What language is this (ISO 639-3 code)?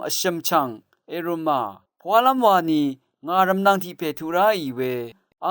raw